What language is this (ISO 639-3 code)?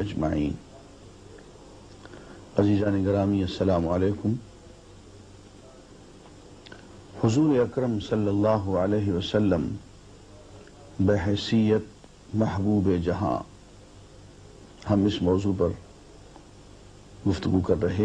urd